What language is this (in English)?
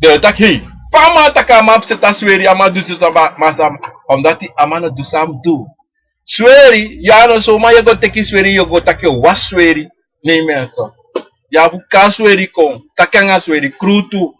Sranan Tongo